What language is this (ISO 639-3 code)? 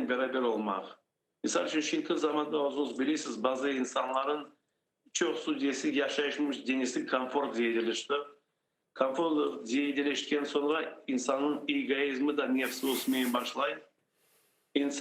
crh